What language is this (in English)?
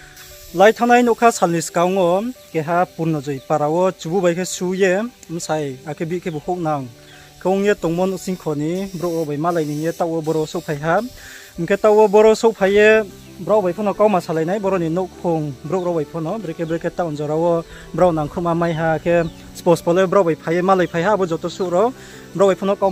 Riang (India)